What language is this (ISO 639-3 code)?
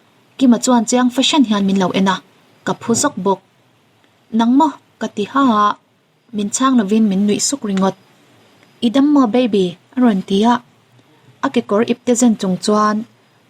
lus